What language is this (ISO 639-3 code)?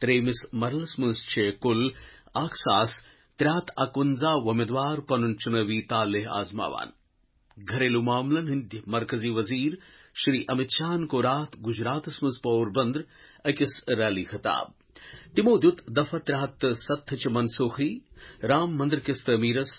kas